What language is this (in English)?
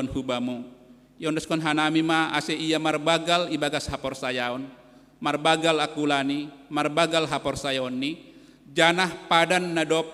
Batak Simalungun